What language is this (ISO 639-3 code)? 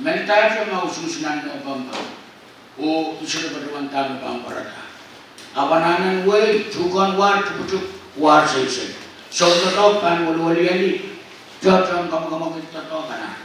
pon